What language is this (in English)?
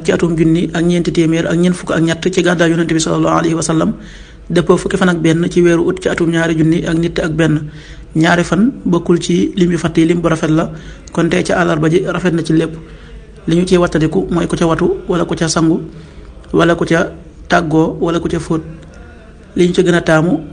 Wolof